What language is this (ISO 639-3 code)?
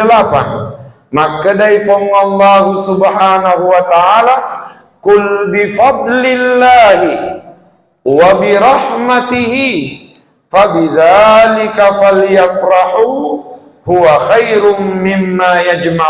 bug